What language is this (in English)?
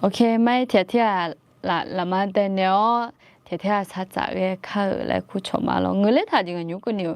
Akha